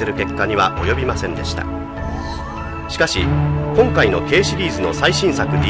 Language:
Japanese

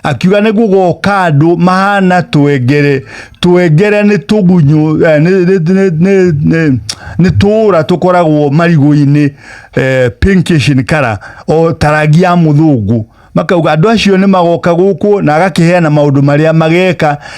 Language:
Kikuyu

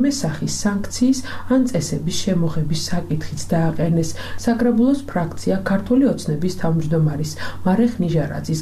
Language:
Georgian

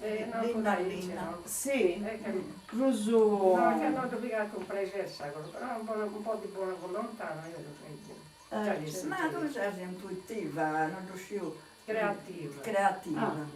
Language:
Sardinian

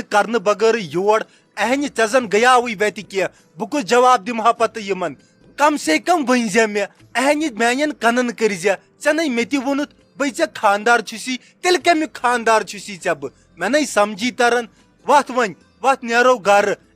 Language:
Kashmiri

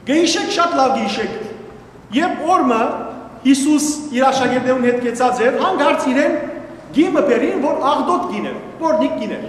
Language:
Western Armenian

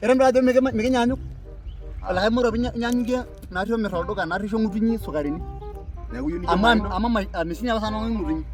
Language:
Masai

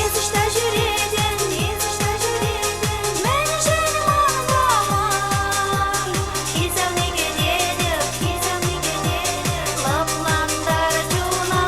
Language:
Chuvash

